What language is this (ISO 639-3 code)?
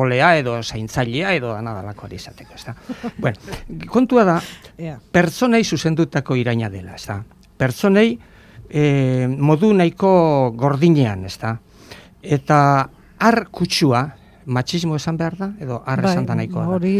eus